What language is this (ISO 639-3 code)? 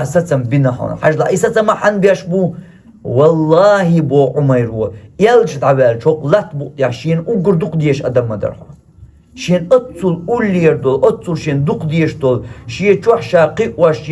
che